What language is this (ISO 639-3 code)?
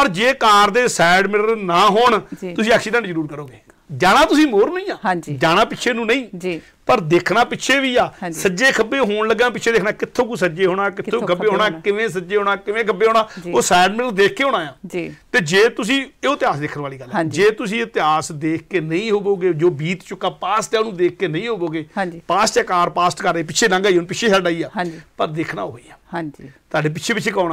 pan